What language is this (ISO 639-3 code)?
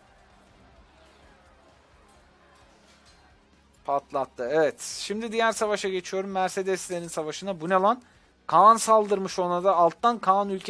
tur